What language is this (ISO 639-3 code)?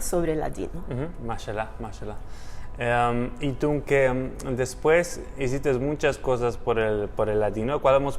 lad